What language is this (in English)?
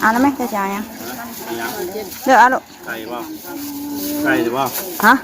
Northeastern Thai